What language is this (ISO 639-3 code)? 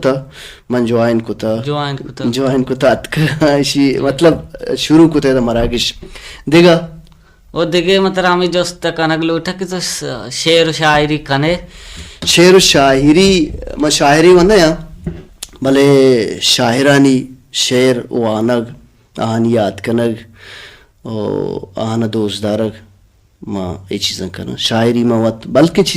bal